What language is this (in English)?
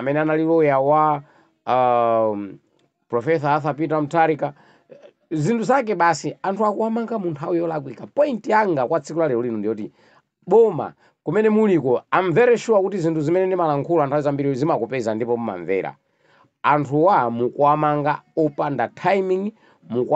Nyanja